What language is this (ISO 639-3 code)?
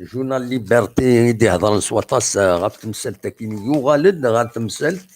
kab